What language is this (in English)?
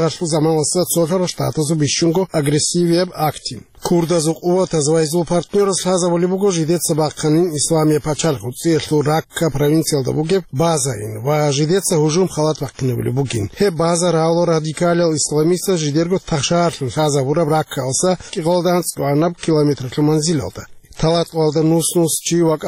Avaric